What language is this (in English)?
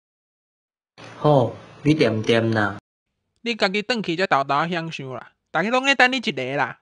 Min Nan Chinese